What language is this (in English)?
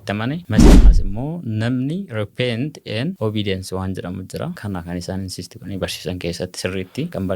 Oromo